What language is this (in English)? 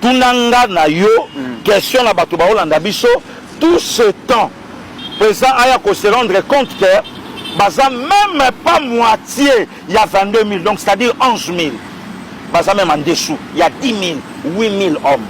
Lingala